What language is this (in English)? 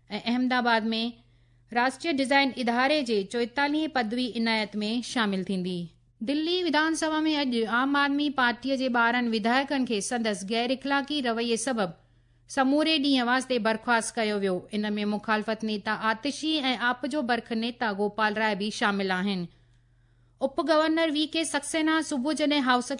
Sindhi